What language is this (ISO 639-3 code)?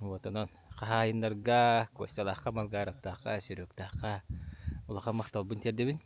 sah